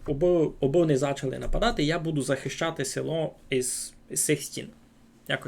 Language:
Rusyn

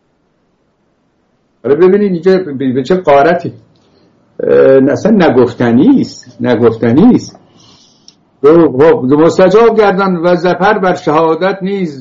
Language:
Persian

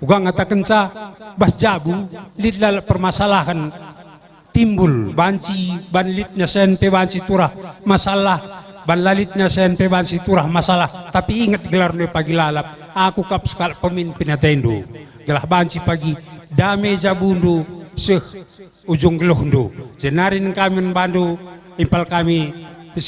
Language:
Batak Karo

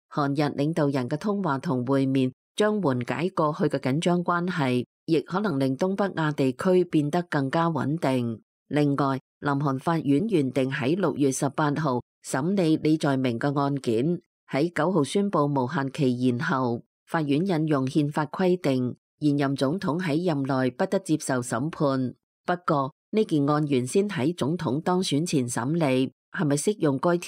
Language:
Cantonese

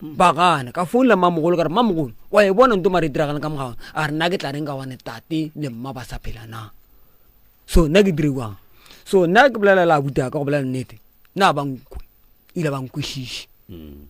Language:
Northern Sotho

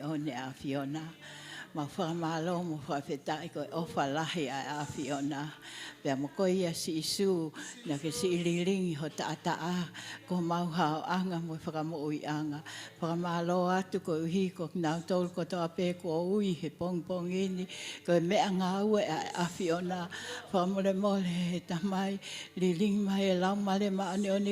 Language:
Tongan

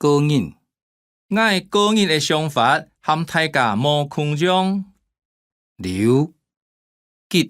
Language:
Hakka Chinese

